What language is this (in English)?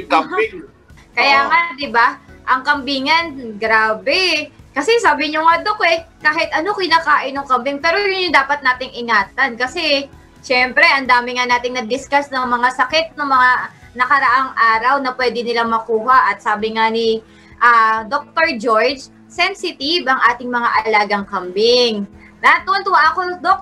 Filipino